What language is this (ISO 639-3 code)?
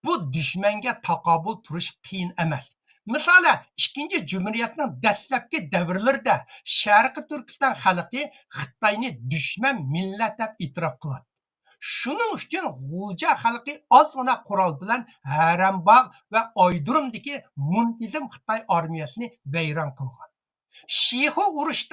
uig